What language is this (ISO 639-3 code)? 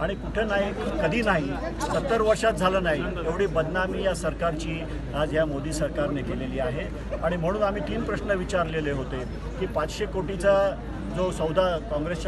mar